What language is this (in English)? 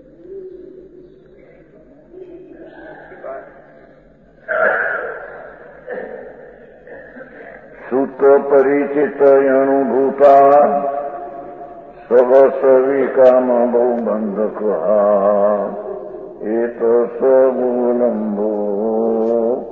Gujarati